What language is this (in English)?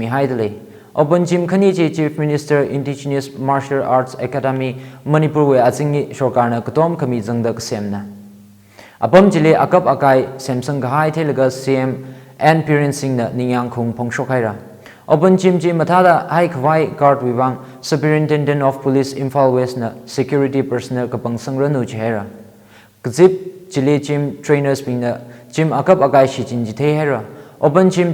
Tangkhul Naga (India)